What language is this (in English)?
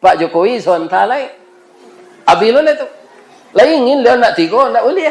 Minangkabau